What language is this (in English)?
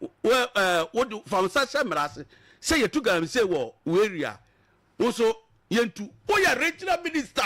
Akan